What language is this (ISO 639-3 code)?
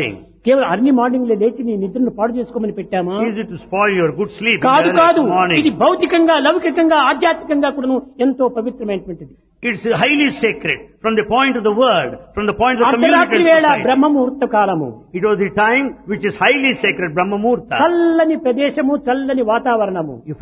tel